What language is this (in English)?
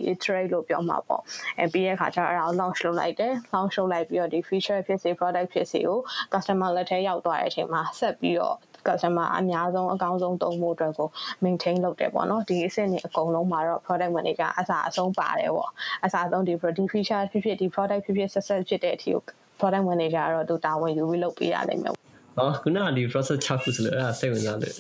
Burmese